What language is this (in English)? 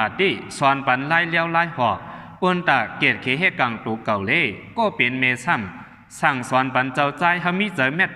Shan